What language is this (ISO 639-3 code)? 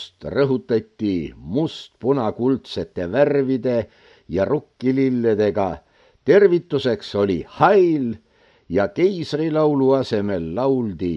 est